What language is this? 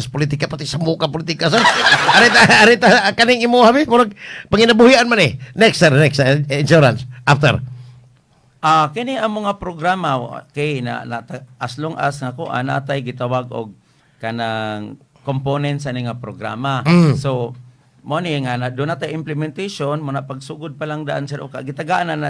Cebuano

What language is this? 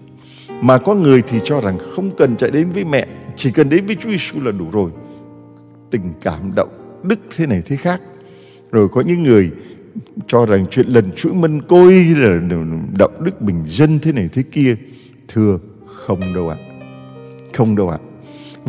Vietnamese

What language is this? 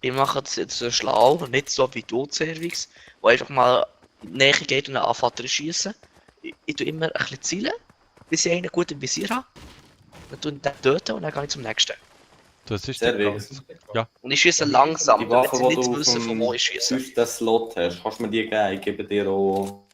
Swiss German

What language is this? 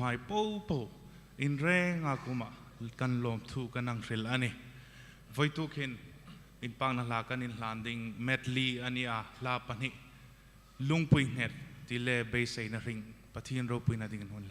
Hmar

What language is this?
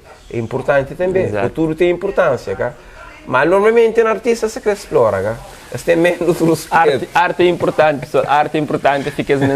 Kabuverdianu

